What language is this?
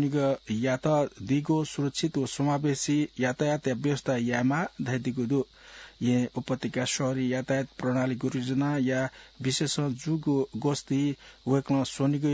Newari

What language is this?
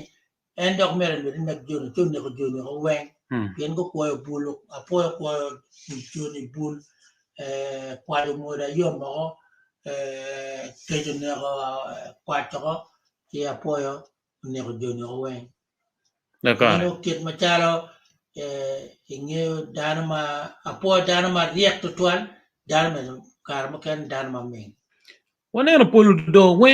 Acoli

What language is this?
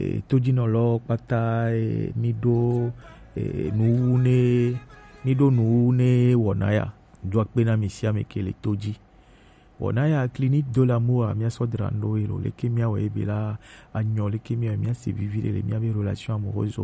Gen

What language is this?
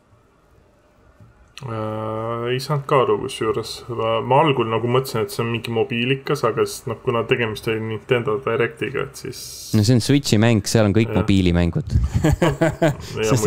Estonian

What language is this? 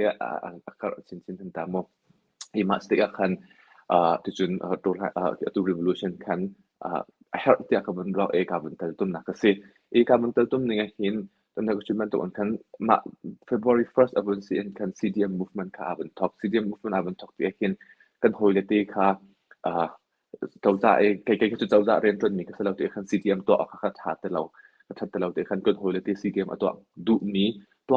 Hakha Chin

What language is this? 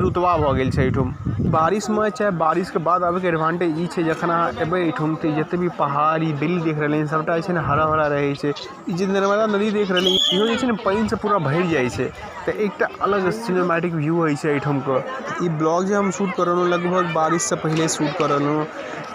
Maithili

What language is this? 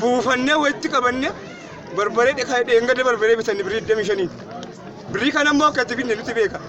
Oromo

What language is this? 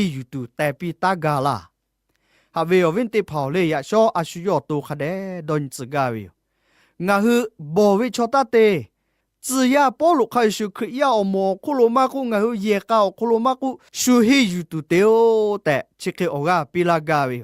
Lahu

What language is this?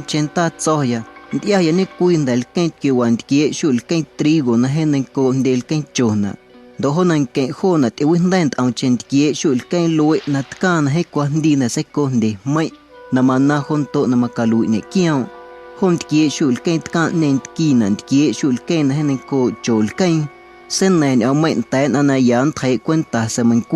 Guerrero Amuzgo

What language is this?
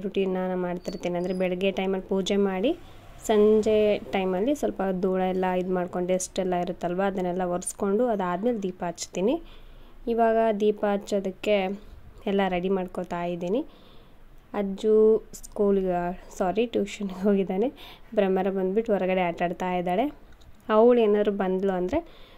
Kannada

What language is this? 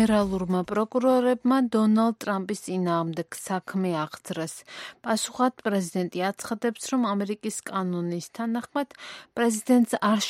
Georgian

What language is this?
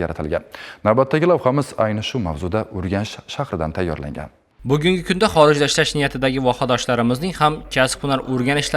Uzbek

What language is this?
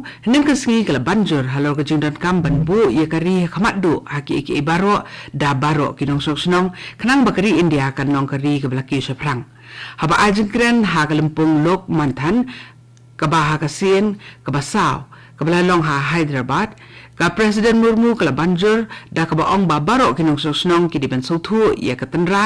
Khasi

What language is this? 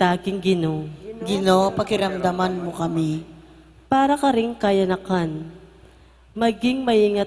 Pampanga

